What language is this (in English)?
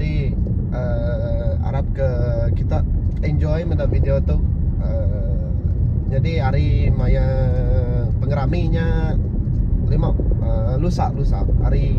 Iban